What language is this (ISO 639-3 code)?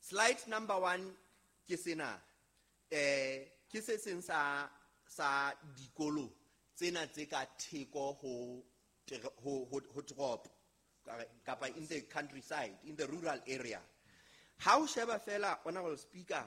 sot